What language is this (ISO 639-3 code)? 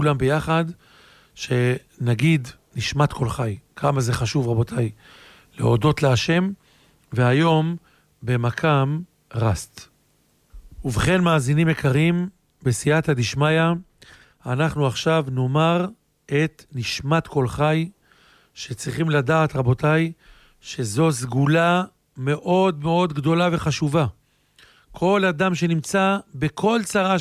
heb